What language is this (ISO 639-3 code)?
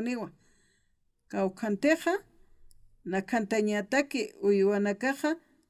aym